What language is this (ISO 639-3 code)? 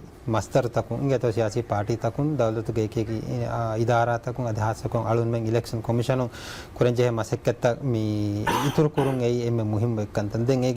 div